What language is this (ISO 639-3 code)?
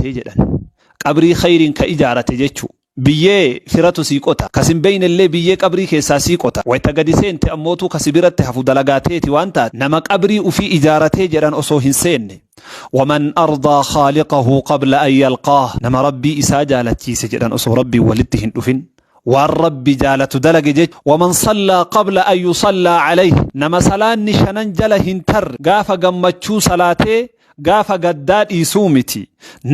orm